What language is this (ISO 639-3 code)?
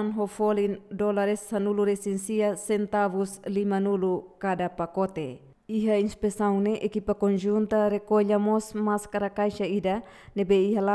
tet